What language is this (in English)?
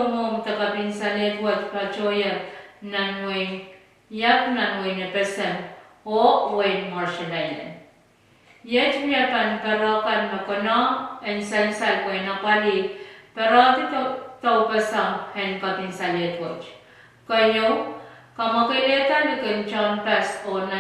Pohnpeian